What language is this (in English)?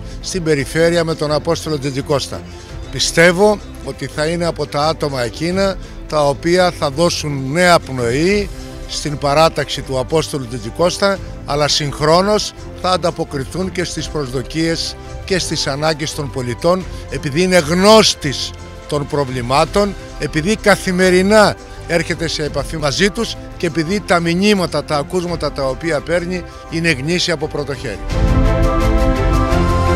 Greek